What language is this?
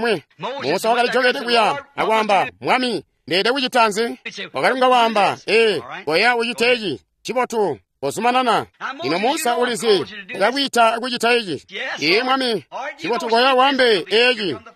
Tonga (Zambia)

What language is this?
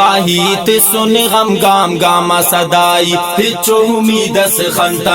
Brahui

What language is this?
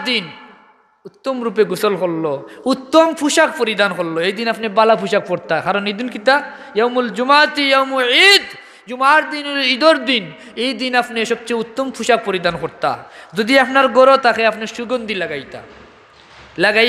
Sylheti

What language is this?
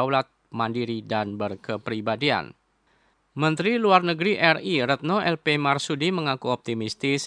Indonesian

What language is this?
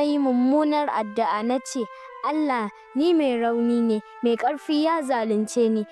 Hausa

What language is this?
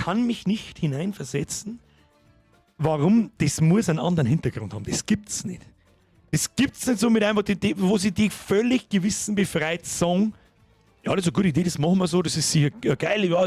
Bavarian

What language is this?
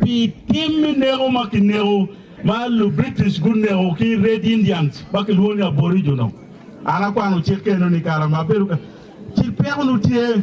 Acoli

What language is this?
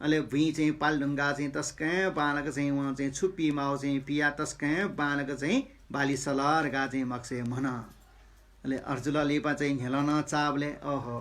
Newari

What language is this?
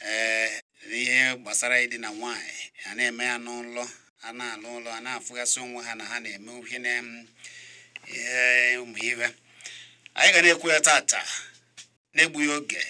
Igbo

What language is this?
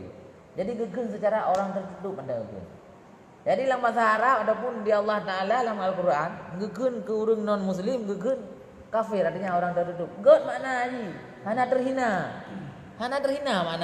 Achinese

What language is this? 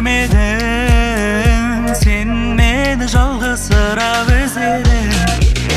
Kazakh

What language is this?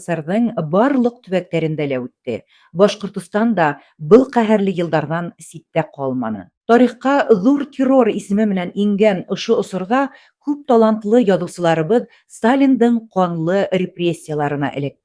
Bashkir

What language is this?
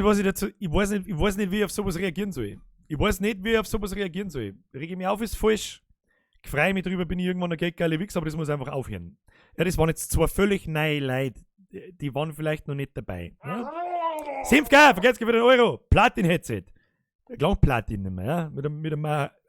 Bavarian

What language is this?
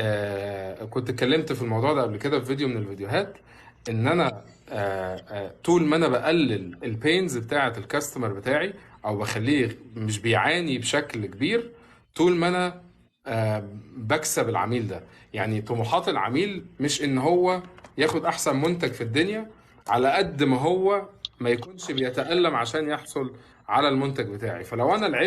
Egyptian Arabic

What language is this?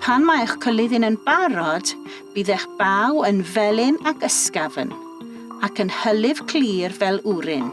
Welsh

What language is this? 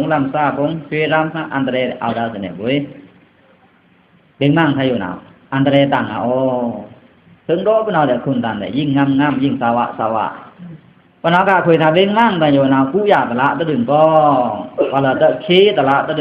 Pa'o Karen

